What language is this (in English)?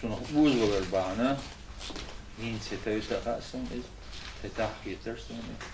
Chechen